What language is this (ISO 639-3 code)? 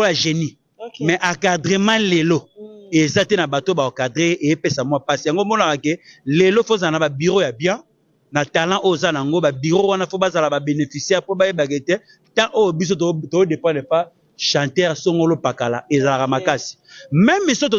lin